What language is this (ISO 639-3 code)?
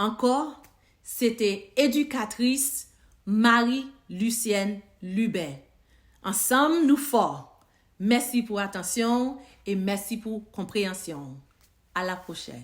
hat